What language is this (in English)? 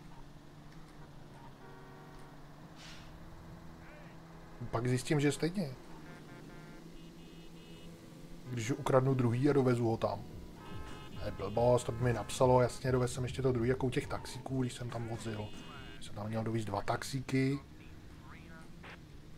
Czech